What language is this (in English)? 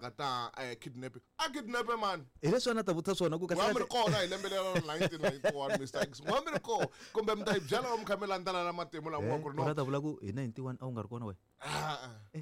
Tsonga